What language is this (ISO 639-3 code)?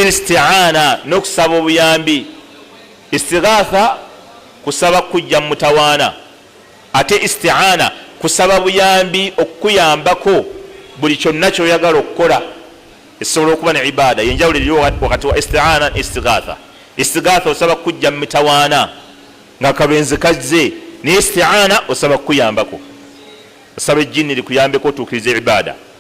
lug